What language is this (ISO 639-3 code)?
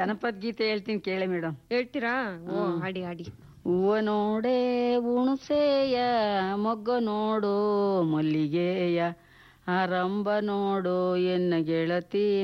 kan